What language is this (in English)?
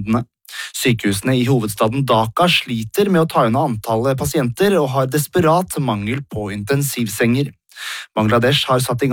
Norwegian